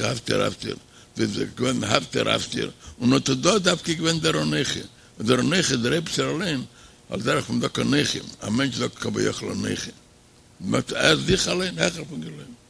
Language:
Yiddish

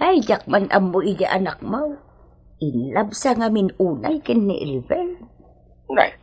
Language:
Iloko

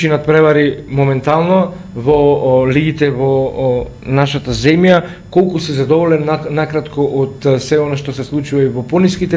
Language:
Macedonian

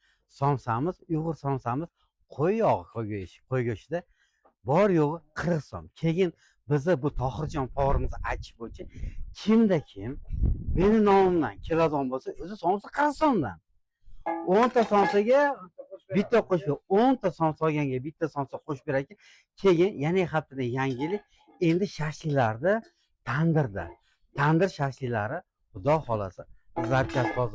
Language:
Uzbek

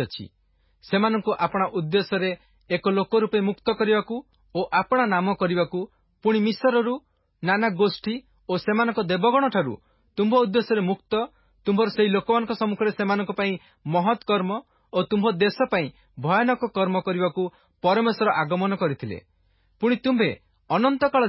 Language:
Odia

